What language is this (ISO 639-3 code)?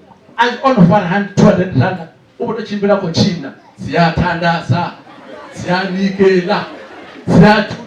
ven